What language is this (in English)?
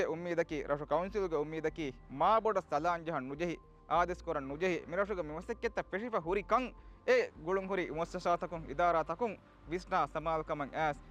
Divehi